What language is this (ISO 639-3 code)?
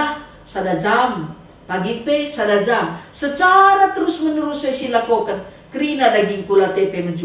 btx